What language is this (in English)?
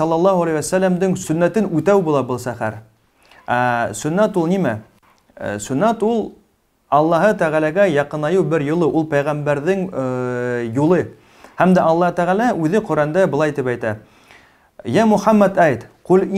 Bashkir